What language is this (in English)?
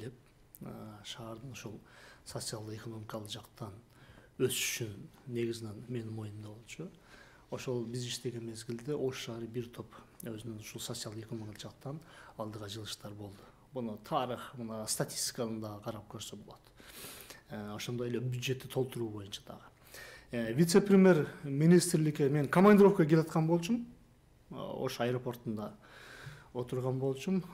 Kyrgyz